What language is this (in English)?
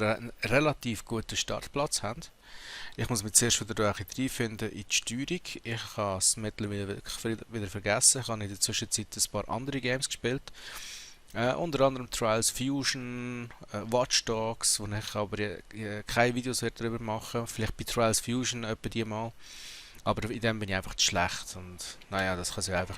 Swiss German